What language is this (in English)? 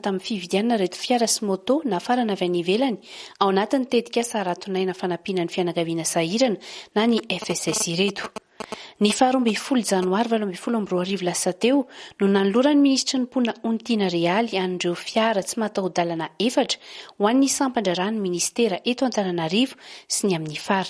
Malagasy